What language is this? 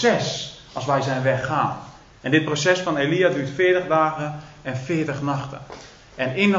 Dutch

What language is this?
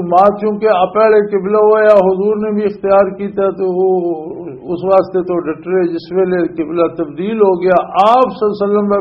Western Panjabi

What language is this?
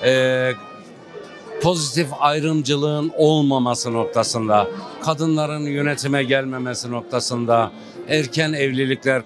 Turkish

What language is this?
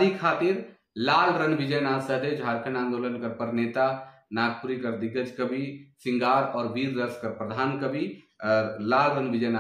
Sadri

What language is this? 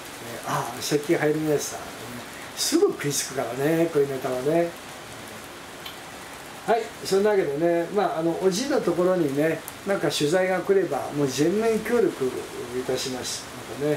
Japanese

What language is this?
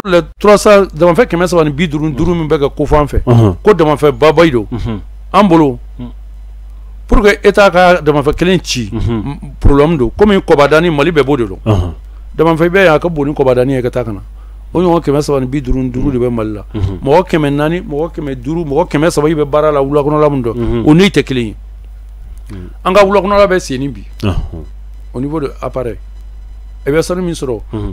Bambara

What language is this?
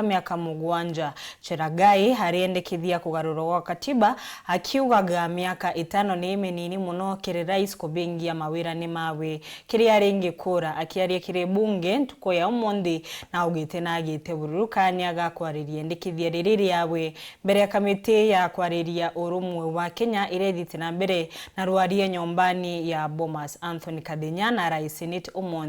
Meru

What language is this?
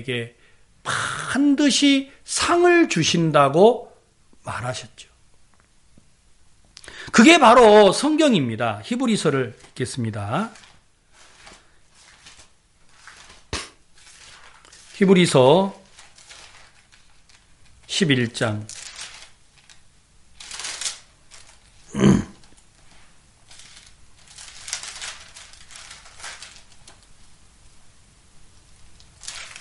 Korean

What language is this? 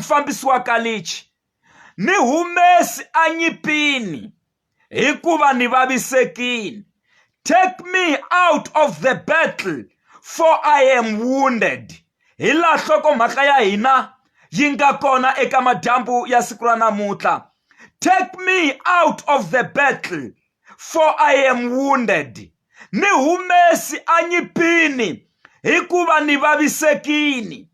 Tsonga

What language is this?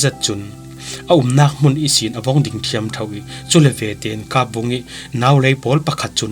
Falam Chin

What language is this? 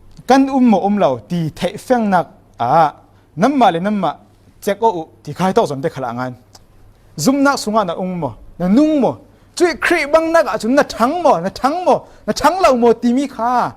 Falam Chin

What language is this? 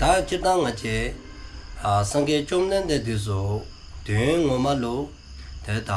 Dzongkha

